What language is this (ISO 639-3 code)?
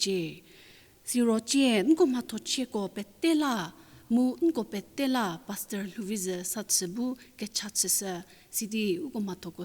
njm